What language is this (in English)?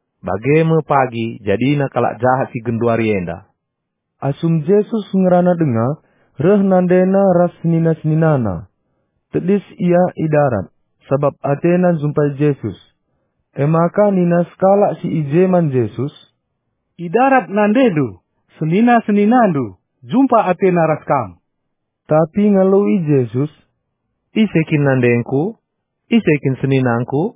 Batak Karo